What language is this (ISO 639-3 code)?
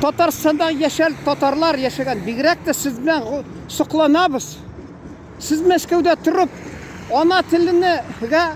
tat